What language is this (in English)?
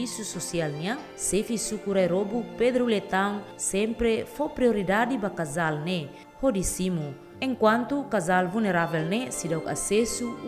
Tetum